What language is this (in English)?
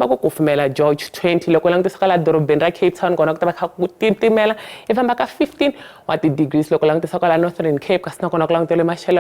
Tsonga